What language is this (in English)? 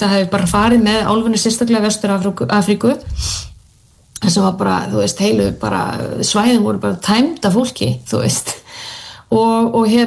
Icelandic